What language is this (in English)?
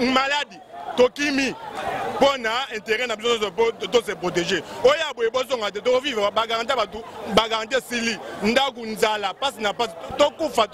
Lingala